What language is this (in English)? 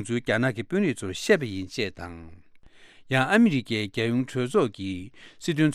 Tibetan